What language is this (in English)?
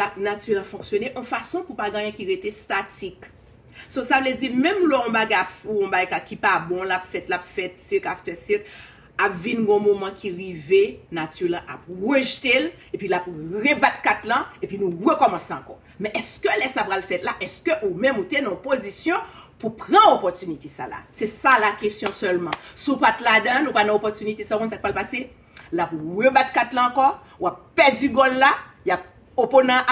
Haitian Creole